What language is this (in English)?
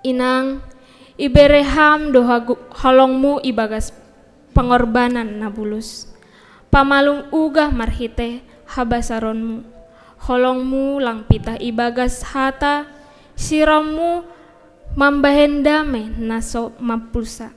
Batak Simalungun